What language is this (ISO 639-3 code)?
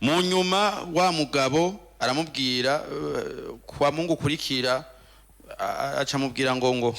run